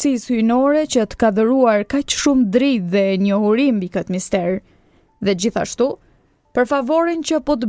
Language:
Albanian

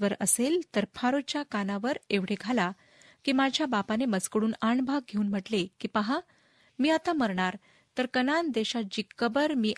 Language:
Marathi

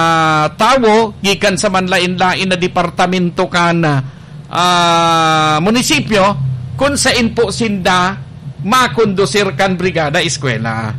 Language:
Bikol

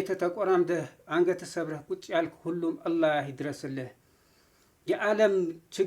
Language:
Amharic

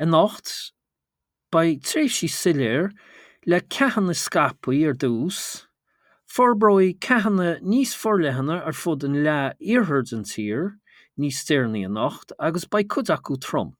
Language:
Irish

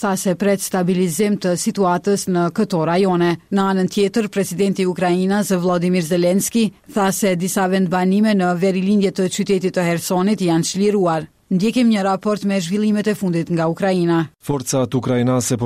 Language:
Albanian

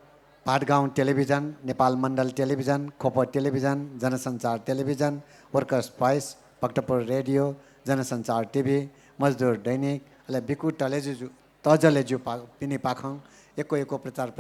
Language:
Newari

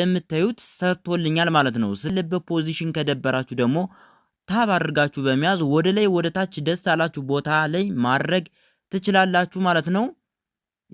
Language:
Amharic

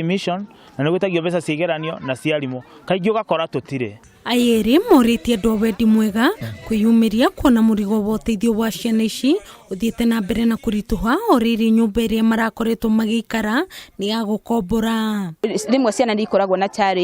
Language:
Kikuyu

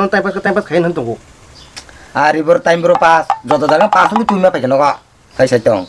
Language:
Kok Borok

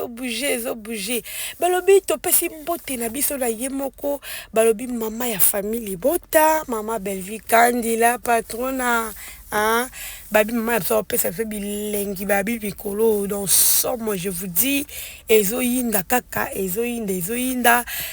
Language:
Lingala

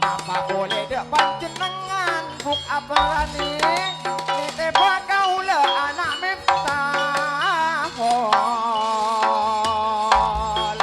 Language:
Madurese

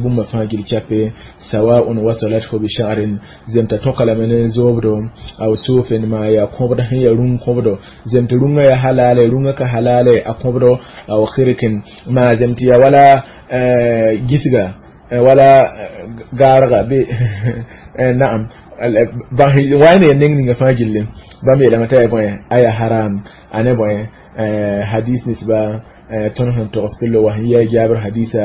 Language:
Mossi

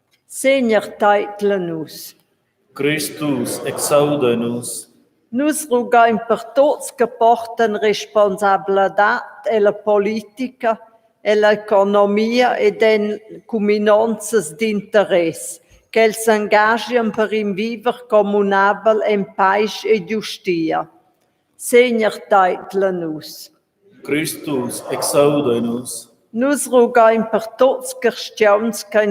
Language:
Romansh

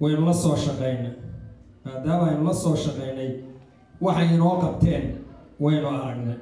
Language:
Somali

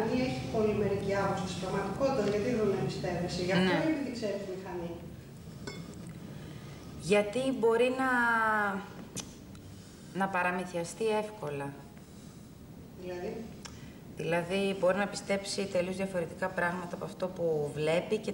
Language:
Greek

